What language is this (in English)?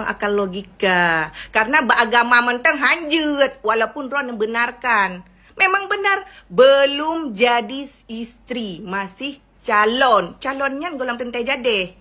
Achinese